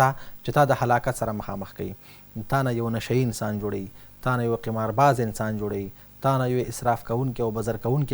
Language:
Pashto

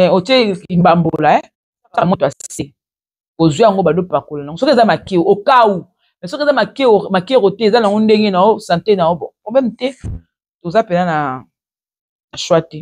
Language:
Lingala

